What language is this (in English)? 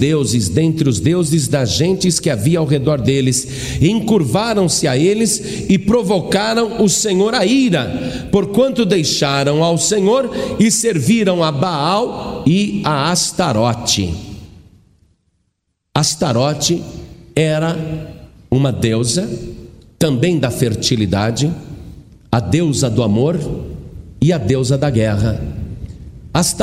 Portuguese